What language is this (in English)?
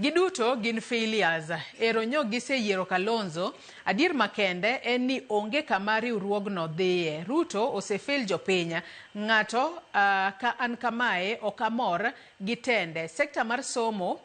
Luo (Kenya and Tanzania)